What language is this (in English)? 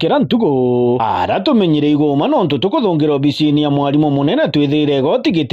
Meru